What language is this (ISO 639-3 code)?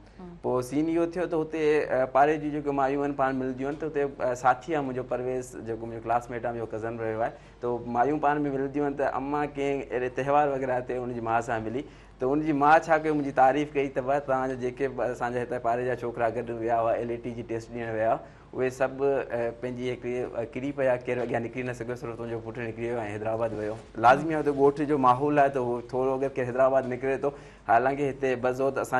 snd